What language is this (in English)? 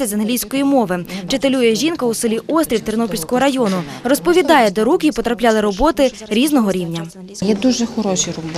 Ukrainian